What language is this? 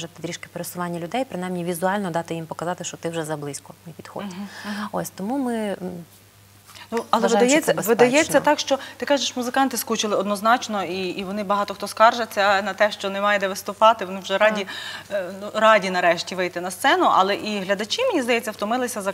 Ukrainian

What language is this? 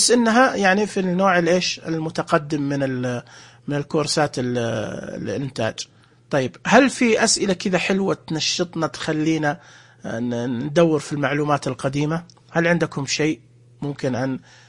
Najdi Arabic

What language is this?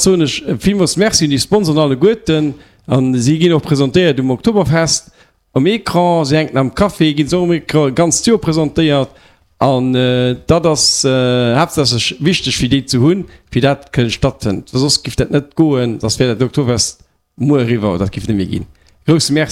Luxembourgish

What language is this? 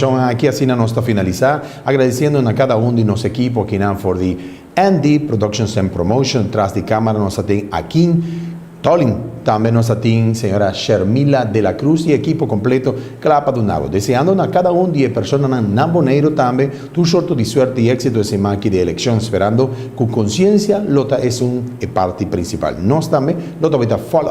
Papiamento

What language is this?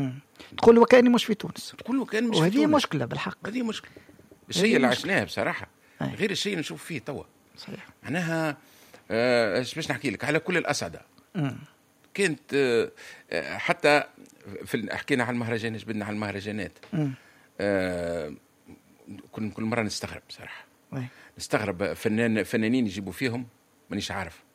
Tunisian Arabic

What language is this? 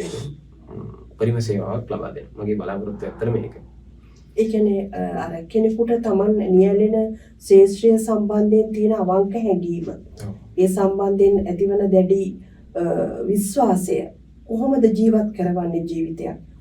Sinhala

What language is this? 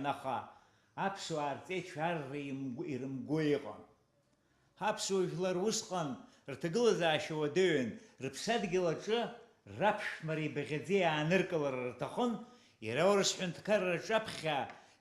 Abkhazian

